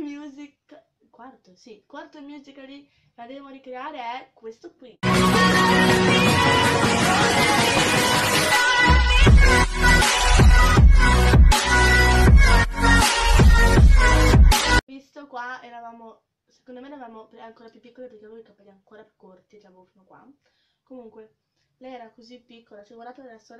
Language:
Italian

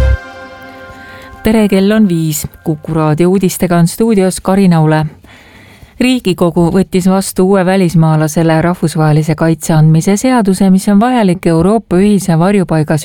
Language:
Estonian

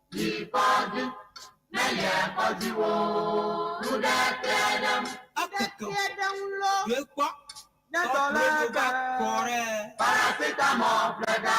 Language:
Ewe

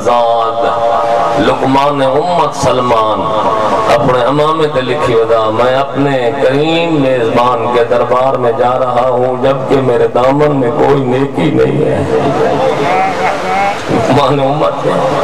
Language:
Urdu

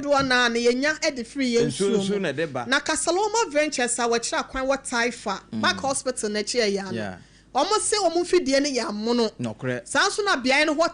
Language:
Akan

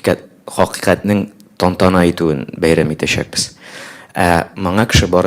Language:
Tatar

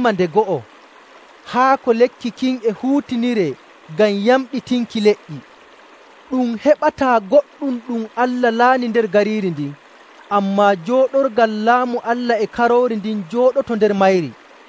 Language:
Nigerian Fulfulde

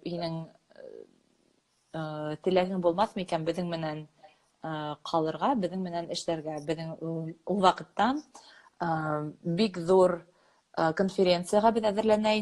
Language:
Bashkir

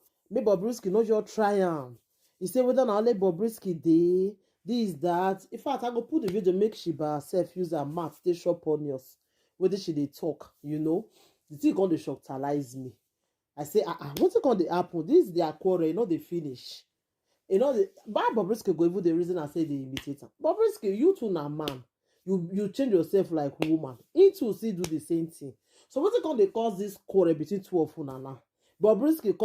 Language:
Nigerian Pidgin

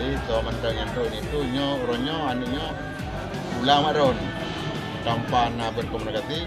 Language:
Achinese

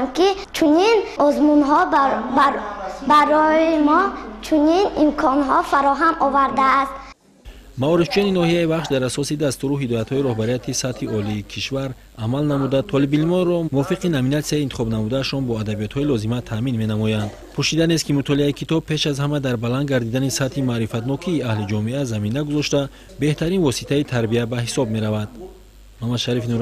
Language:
Tajik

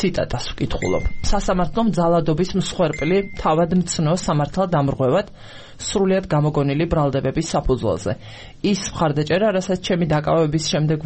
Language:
Georgian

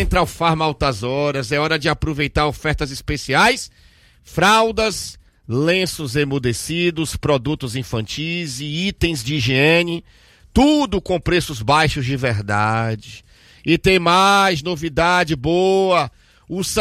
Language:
Portuguese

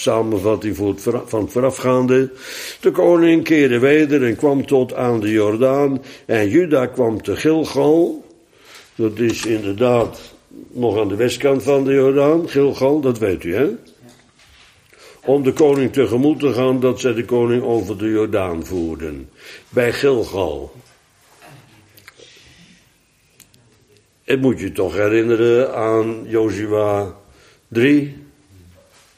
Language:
Dutch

